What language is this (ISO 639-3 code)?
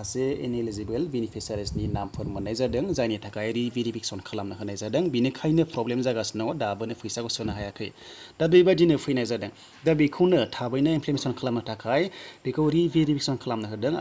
brx